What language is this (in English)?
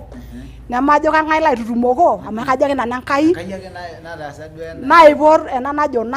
Masai